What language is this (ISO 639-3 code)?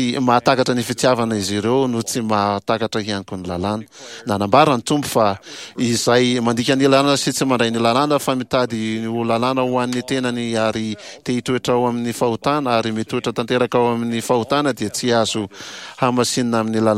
mlg